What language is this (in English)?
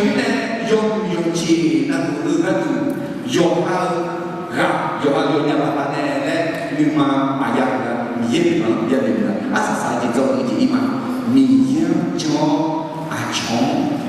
Akha